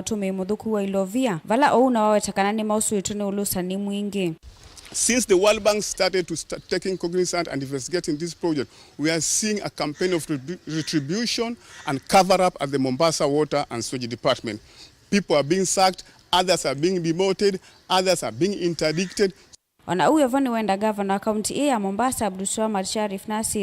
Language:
Kamba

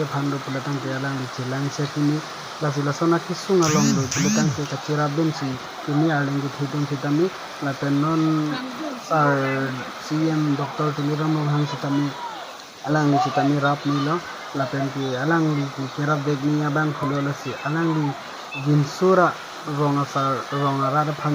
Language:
Karbi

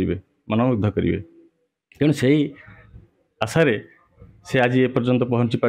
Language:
Odia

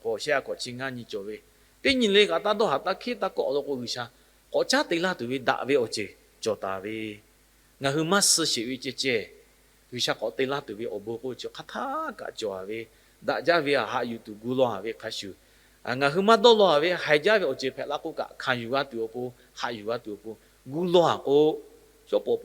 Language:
Lahu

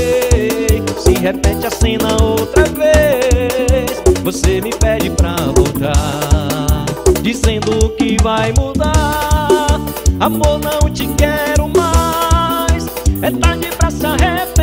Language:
Portuguese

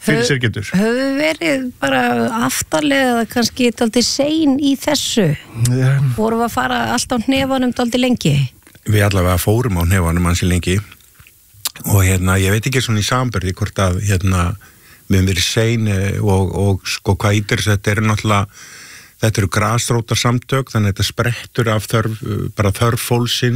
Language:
Icelandic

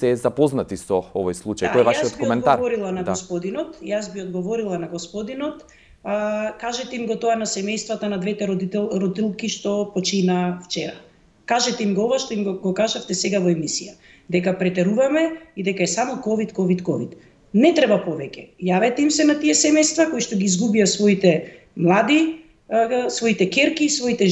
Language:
Macedonian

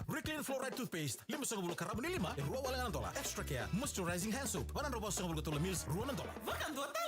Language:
Fijian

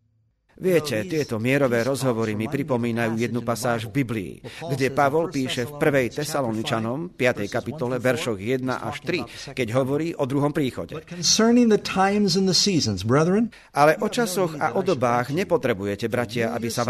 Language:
Slovak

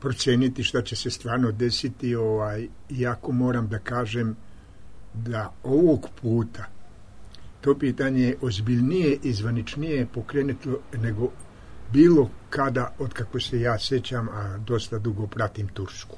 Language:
Serbian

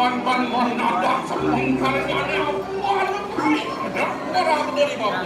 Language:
Balinese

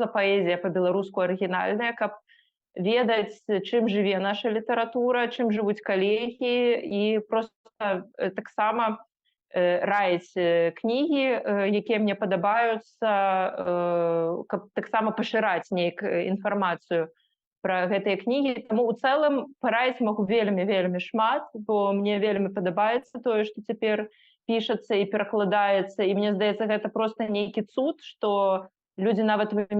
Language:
Belarusian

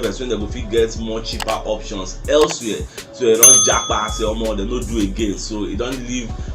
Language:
Nigerian Pidgin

